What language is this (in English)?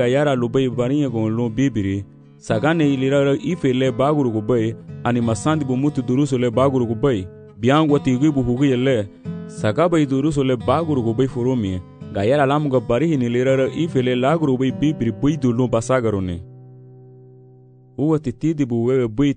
Garifuna